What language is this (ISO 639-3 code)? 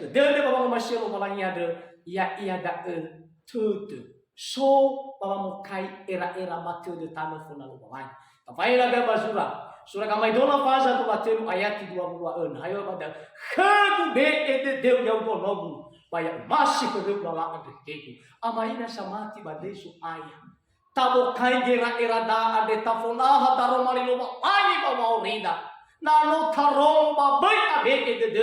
nia